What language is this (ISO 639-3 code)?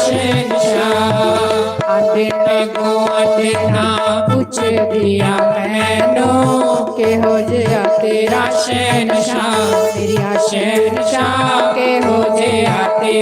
doi